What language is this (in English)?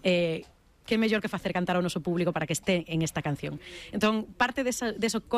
Galician